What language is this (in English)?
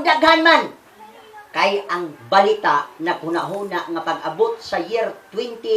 Cebuano